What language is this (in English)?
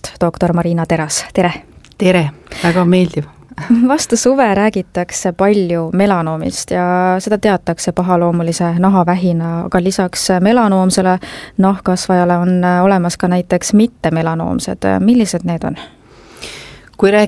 Estonian